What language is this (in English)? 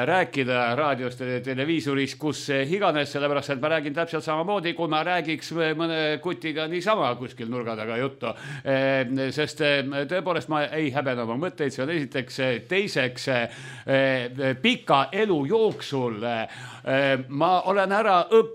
Estonian